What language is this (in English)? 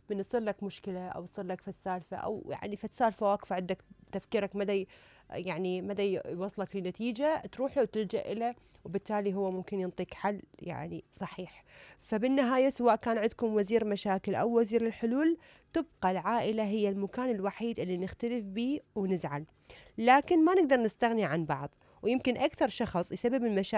Mesopotamian Arabic